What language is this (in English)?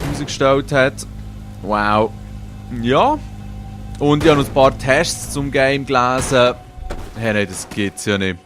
Swiss German